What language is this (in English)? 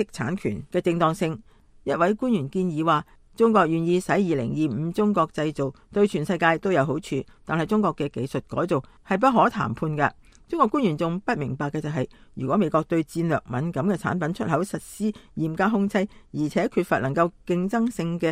Cantonese